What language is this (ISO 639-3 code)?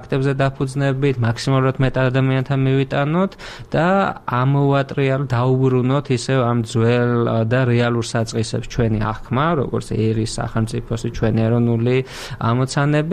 kat